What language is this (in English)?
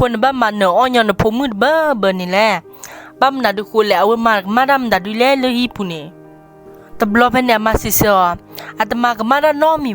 S'gaw Karen